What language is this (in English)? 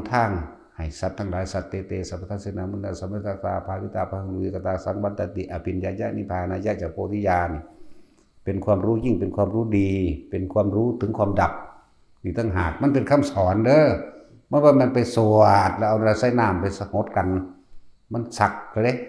Northeastern Thai